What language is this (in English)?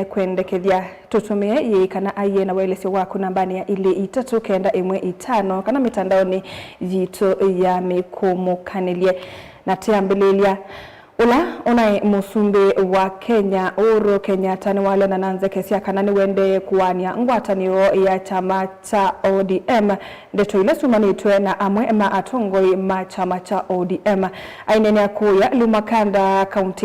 Kamba